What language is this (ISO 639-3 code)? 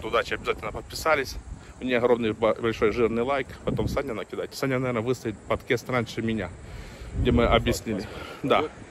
rus